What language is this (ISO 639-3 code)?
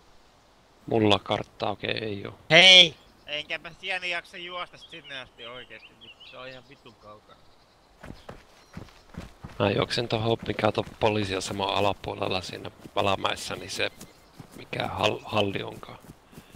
fin